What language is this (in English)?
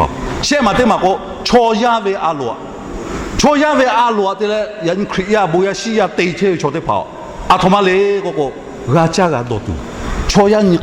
Lahu